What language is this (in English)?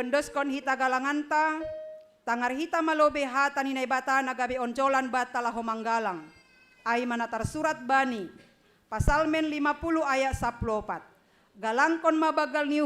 Batak Simalungun